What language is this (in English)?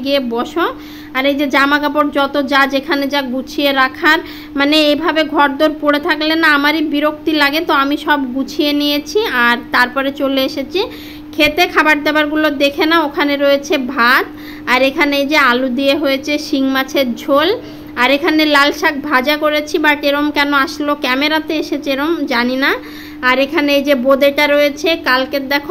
Bangla